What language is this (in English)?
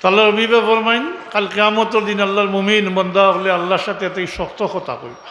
Sylheti